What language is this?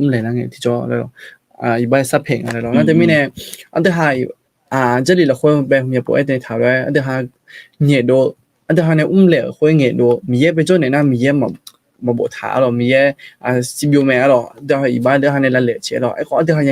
Akha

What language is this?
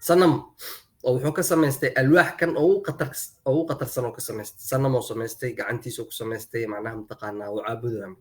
Somali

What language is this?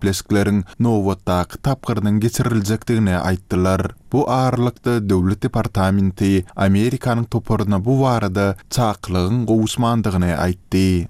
Turkmen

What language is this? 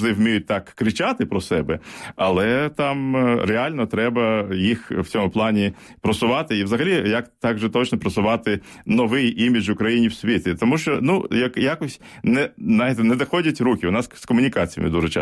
Ukrainian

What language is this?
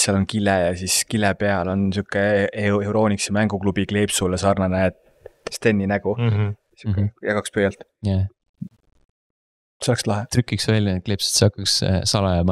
Estonian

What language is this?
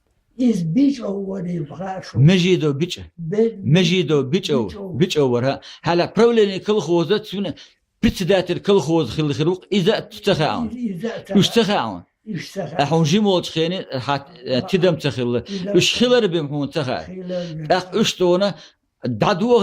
Chechen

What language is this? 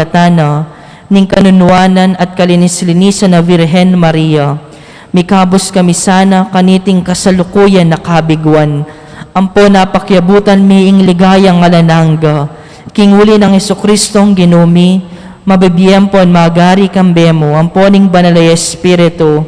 Pampanga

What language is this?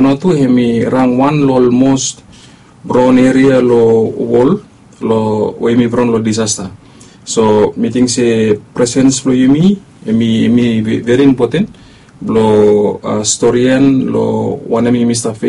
Bislama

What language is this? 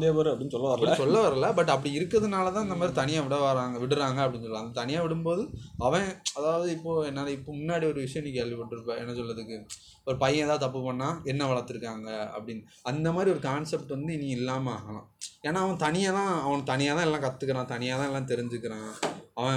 Tamil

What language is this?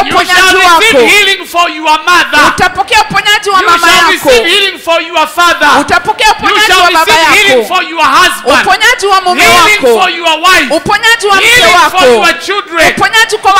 Swahili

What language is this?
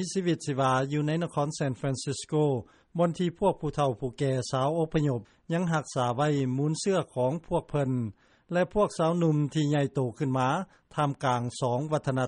Lao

